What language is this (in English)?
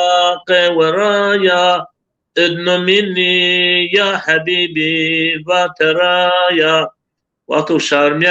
Zaza